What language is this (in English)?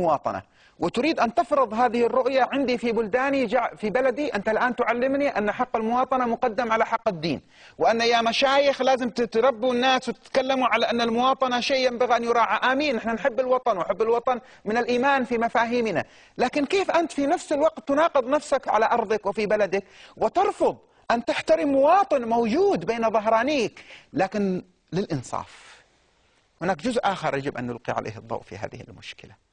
Arabic